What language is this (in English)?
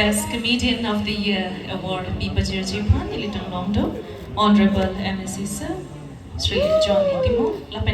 Karbi